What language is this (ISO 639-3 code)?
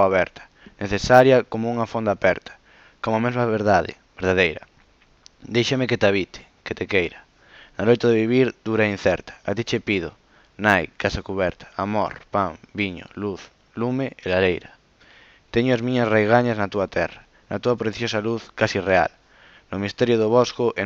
glg